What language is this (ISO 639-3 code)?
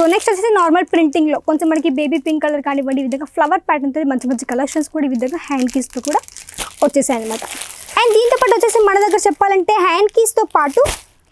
tel